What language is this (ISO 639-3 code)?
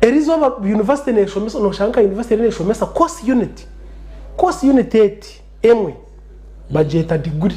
nyn